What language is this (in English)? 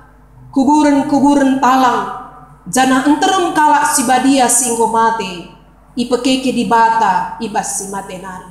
Batak Karo